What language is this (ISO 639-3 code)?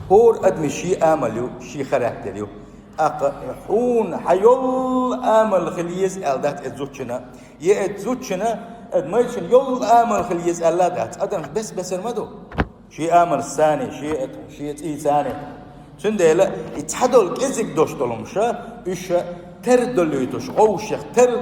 che